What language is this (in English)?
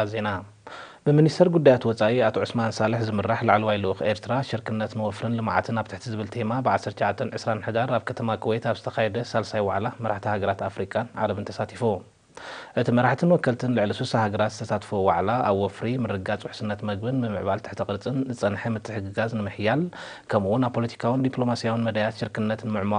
Tigrinya